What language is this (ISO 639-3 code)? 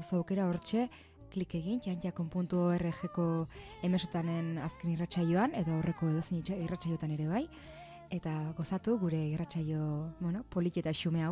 eus